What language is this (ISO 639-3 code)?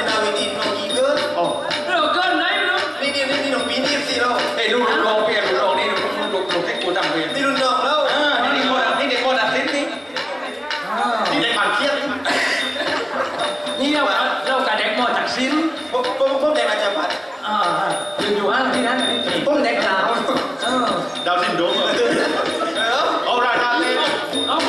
tha